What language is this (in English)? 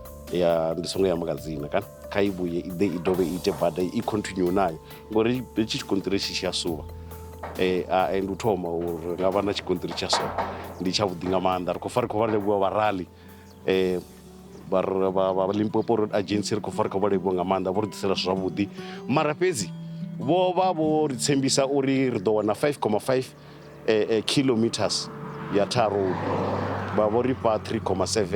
Venda